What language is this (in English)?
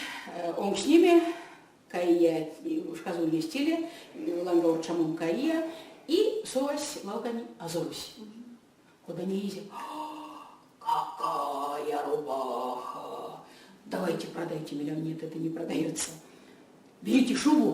Erzya